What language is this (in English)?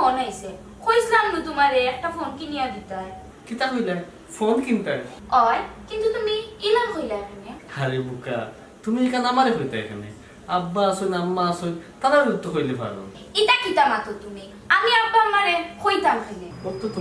Sylheti